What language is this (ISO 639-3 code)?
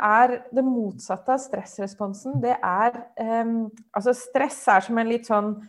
nor